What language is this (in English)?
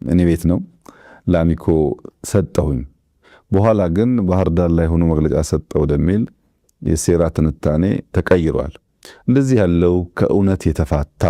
Amharic